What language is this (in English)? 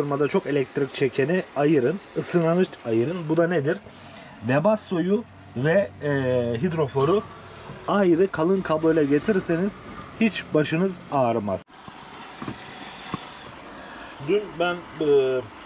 Turkish